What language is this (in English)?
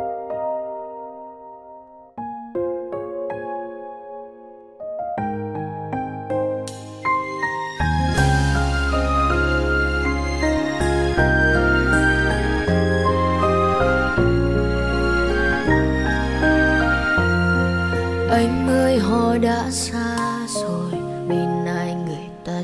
Vietnamese